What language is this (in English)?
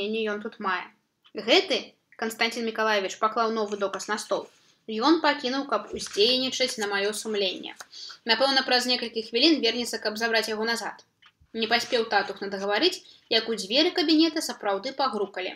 Belarusian